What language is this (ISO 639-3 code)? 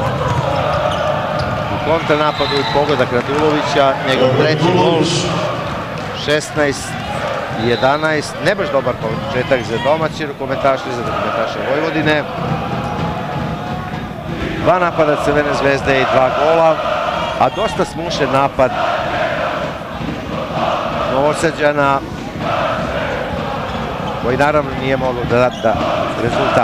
srp